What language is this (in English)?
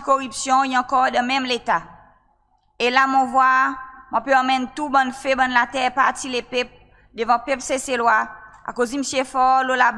Seselwa Creole French